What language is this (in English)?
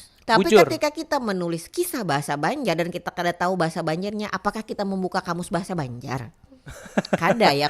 Banjar